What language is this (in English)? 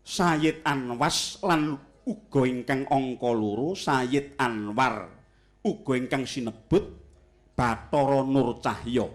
Javanese